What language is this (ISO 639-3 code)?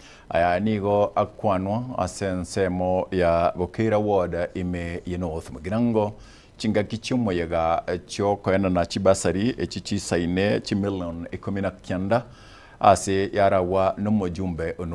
guz